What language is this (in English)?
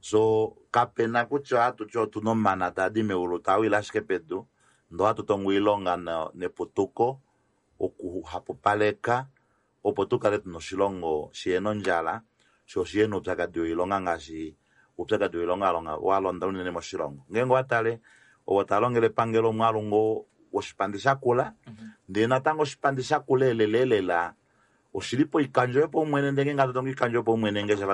Kuanyama